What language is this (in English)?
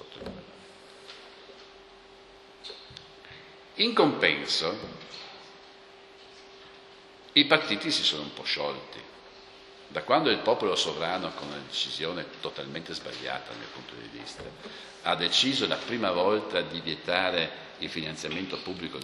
Italian